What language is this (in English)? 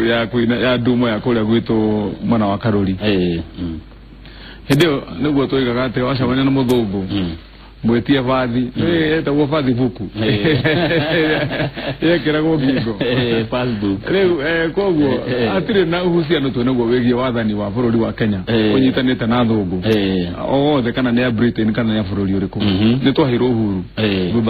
Kikuyu